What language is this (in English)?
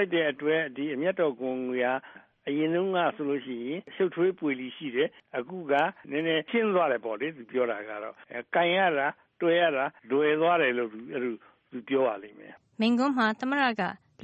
Burmese